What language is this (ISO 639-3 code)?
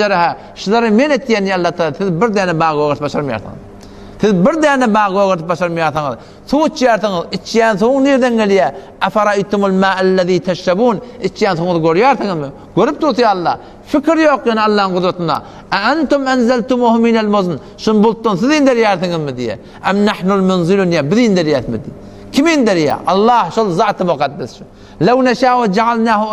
tuk